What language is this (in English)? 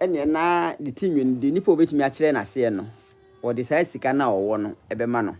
Akan